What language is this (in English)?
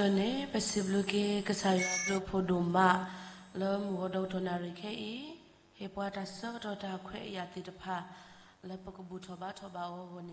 S'gaw Karen